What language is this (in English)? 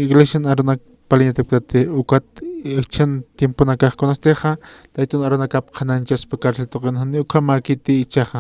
Aymara